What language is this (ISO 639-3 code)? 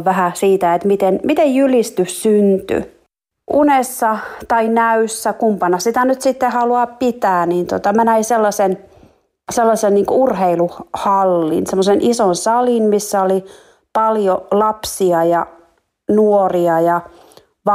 fin